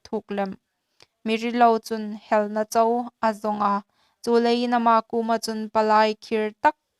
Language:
Hmar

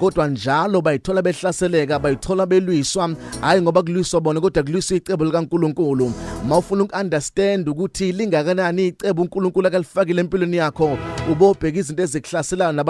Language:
Zulu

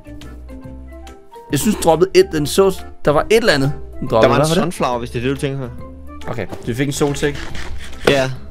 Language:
Danish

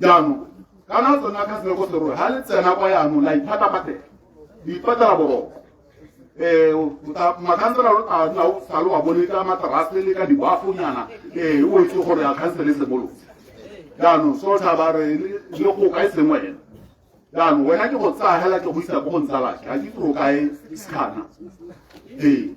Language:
Tswana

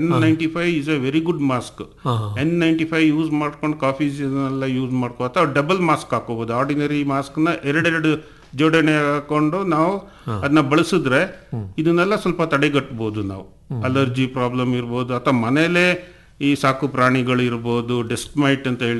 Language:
Kannada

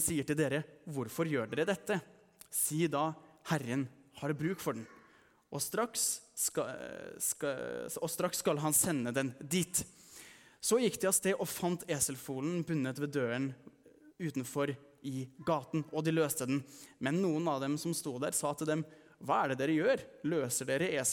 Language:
Norwegian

